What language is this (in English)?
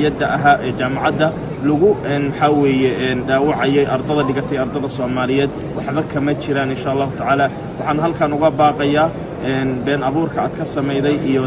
Somali